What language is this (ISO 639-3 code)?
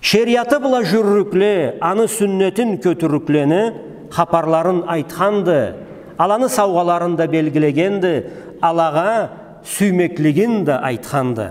krc